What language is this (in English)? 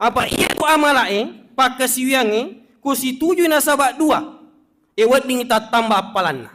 Buginese